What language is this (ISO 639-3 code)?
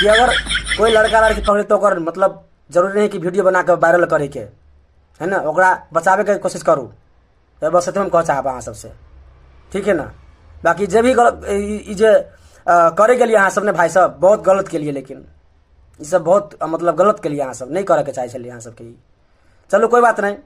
mai